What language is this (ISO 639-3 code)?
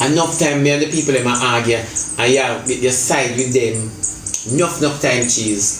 jam